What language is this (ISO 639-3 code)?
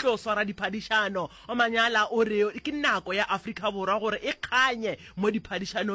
nso